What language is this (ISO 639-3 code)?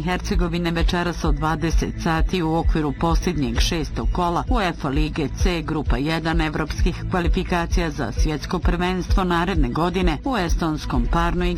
bos